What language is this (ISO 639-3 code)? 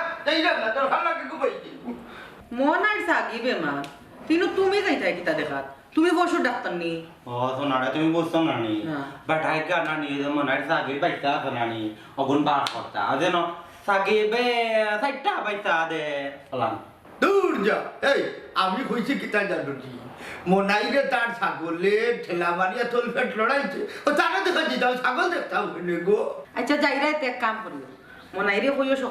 syl